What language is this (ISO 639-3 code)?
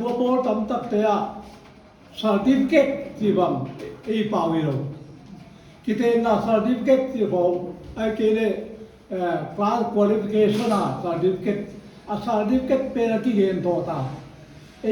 pck